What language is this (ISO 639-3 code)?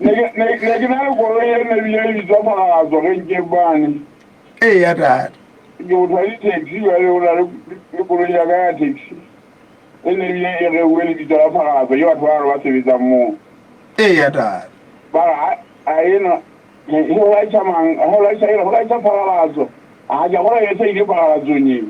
sot